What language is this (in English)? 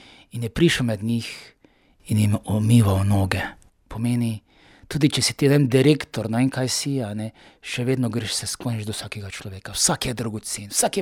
Slovenian